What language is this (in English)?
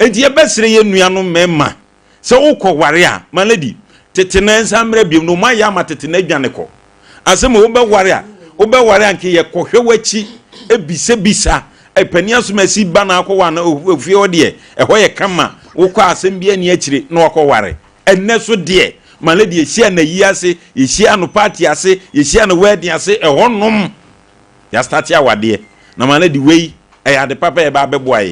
Akan